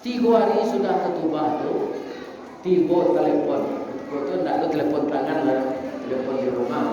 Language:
Minangkabau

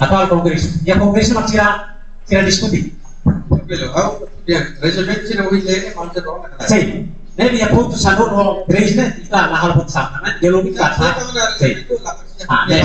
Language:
Tetum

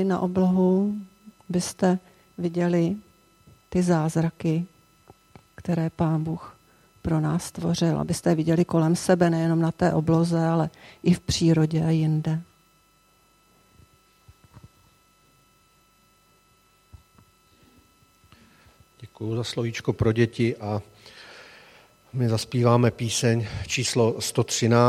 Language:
Czech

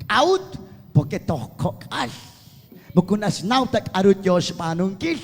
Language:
Kekchí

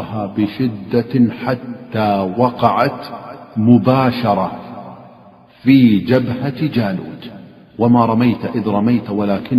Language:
Arabic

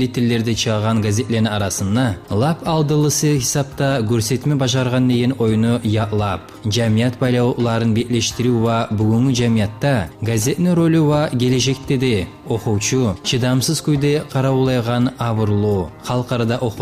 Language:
Kumyk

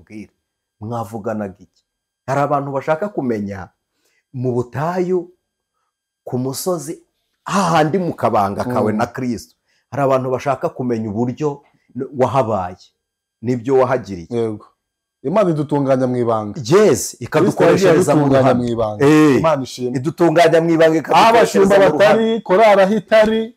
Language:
Kinyarwanda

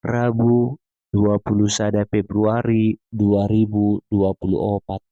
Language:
Batak Toba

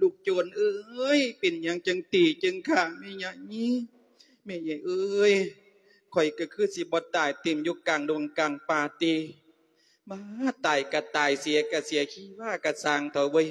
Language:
Lao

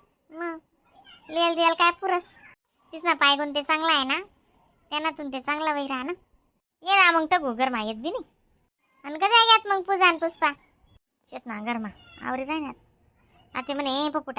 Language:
Khandesi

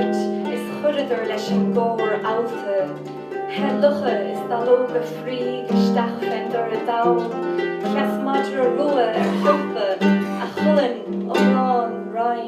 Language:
Irish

